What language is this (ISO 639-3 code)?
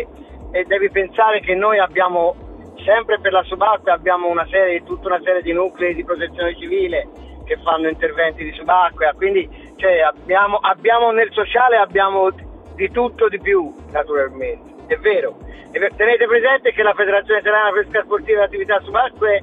ita